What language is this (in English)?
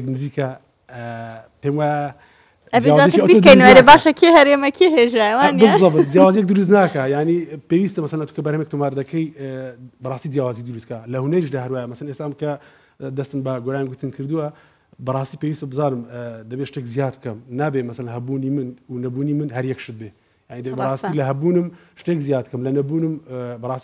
Central Kurdish